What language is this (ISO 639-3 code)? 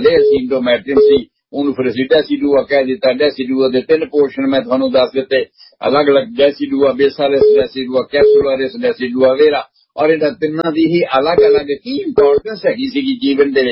pan